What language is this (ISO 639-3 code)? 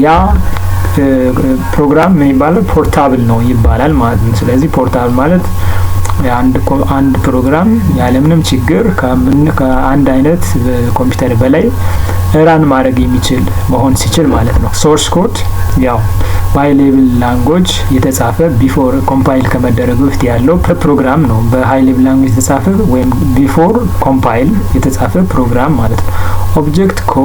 amh